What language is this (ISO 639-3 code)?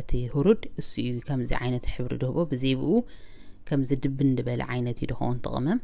tir